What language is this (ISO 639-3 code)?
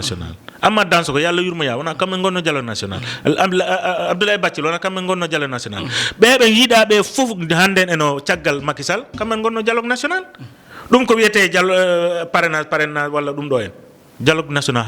ful